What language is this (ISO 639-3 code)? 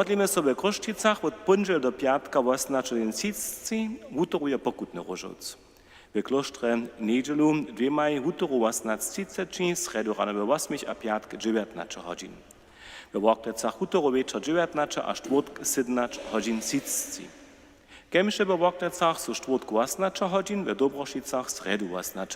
hsb